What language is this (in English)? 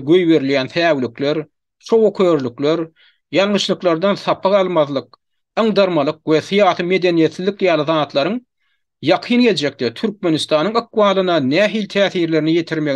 Turkmen